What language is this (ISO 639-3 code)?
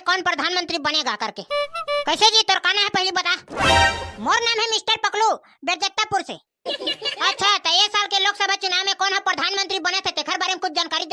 hne